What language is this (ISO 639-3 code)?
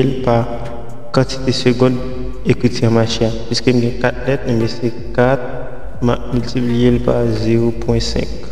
hat